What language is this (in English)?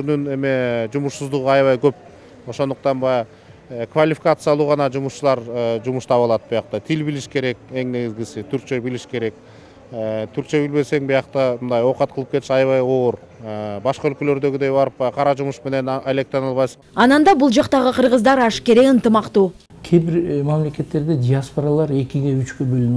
Kyrgyz